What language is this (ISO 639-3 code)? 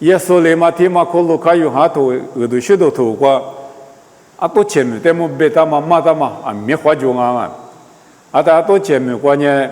lis